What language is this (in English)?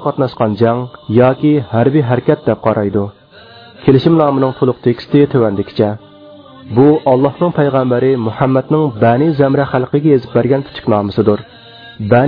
Uyghur